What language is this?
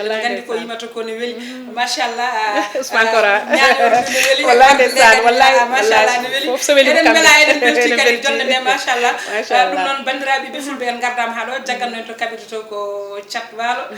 Fula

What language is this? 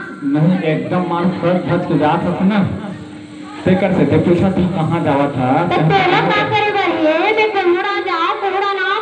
Chhattisgarhi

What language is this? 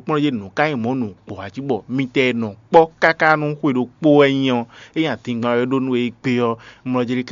Fon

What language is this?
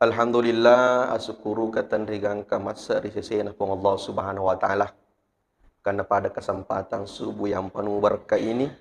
Buginese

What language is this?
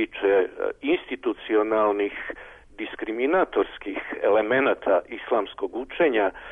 Serbian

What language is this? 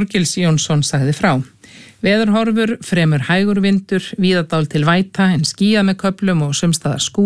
Icelandic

